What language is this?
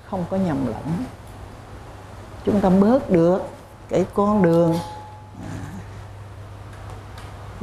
Vietnamese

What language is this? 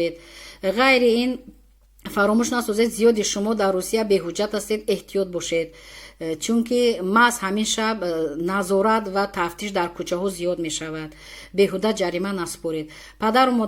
Tajik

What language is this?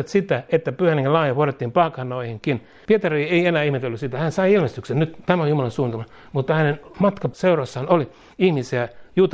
Finnish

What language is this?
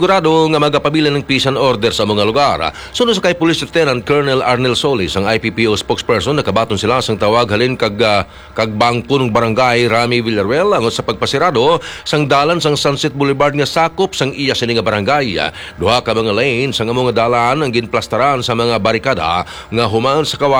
Hiligaynon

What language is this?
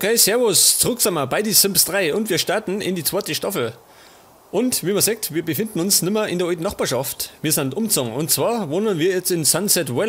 Bavarian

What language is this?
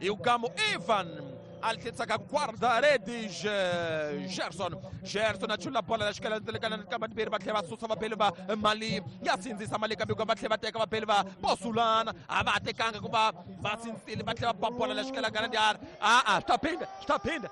Tsonga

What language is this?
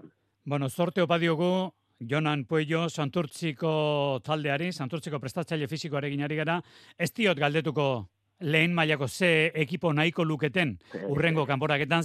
Basque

